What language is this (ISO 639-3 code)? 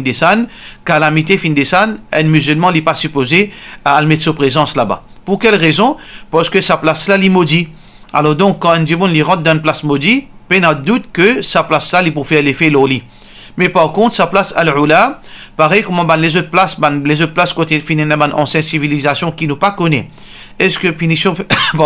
mfe